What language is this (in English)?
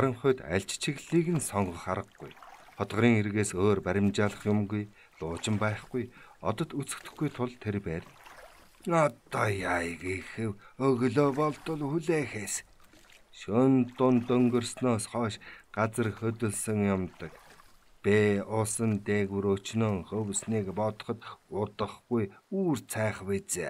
Mongolian